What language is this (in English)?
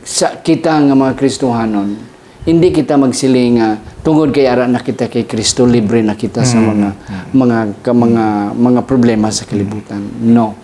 Hiligaynon